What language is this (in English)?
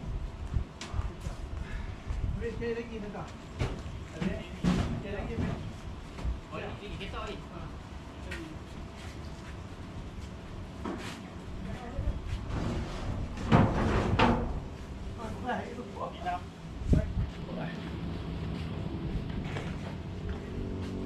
Malay